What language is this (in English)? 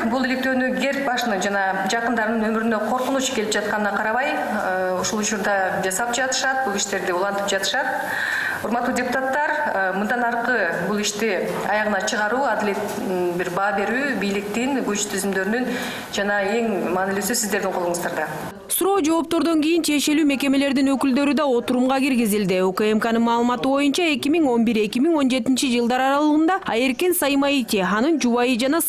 Kyrgyz